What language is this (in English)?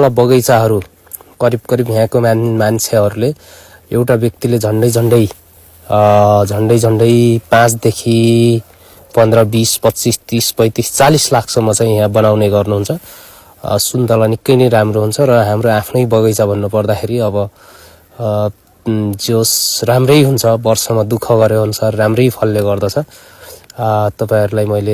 Nepali